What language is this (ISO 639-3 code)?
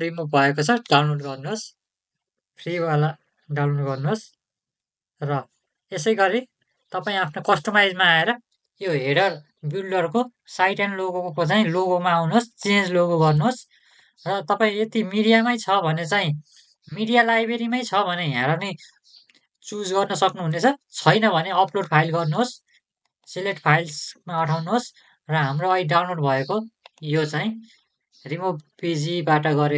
nep